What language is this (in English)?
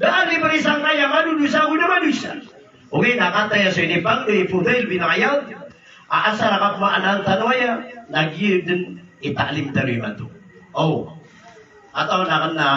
Maranao